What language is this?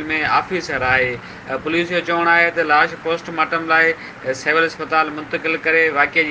Sindhi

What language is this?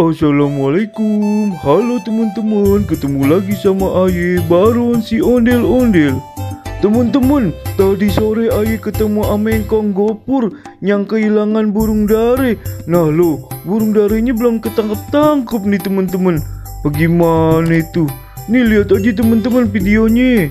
Betawi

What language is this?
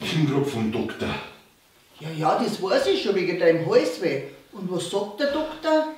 Bavarian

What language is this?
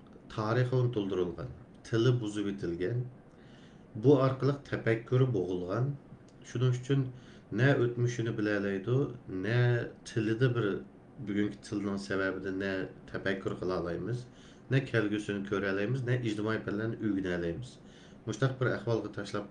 Uyghur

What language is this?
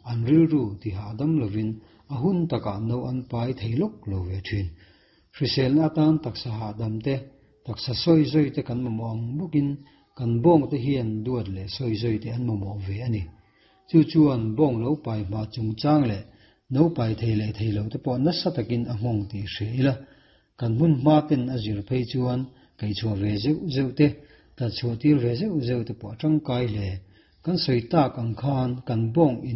Mizo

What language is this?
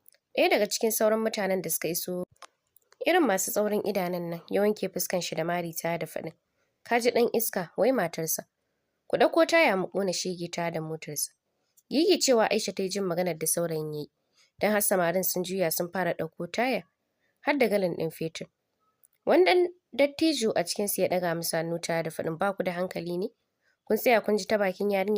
Hausa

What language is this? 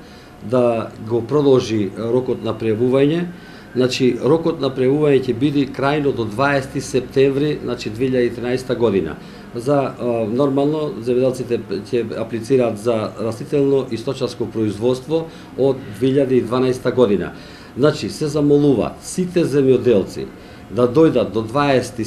Macedonian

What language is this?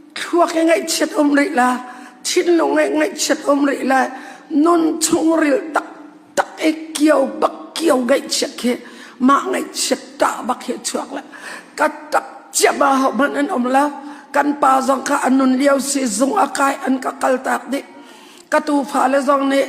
Hakha Chin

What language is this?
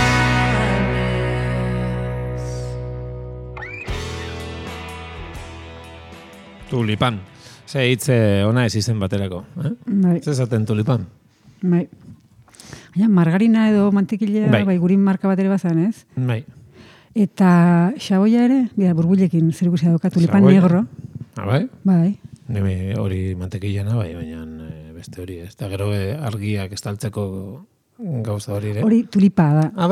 Basque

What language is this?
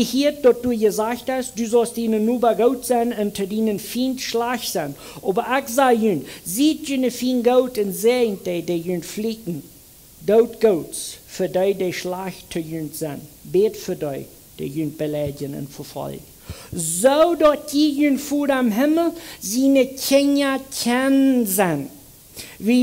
Plautdietsch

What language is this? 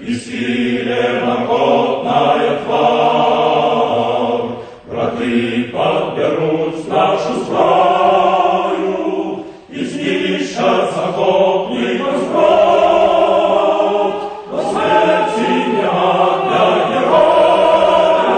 Belarusian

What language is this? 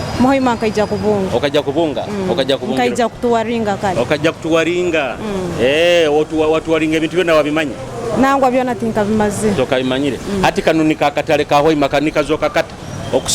Nyoro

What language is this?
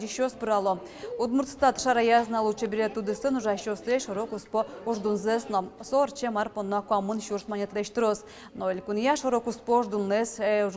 Udmurt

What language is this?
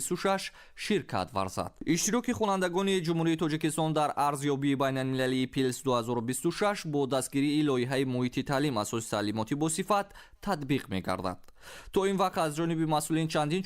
Tajik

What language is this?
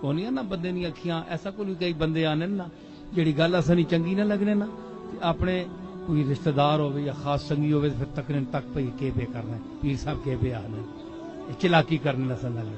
Saraiki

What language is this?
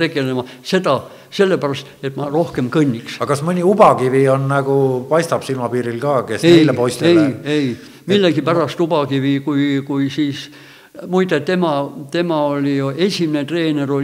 Estonian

